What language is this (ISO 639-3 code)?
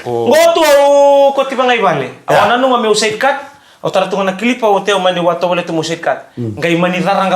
fij